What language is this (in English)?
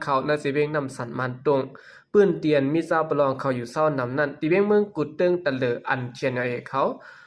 Shan